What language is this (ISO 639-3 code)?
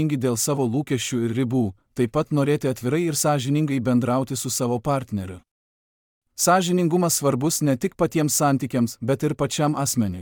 lit